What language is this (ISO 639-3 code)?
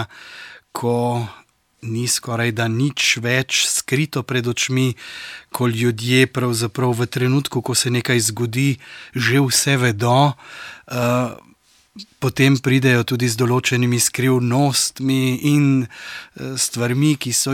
slv